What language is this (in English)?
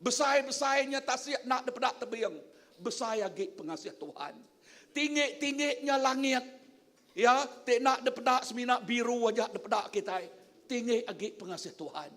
Iban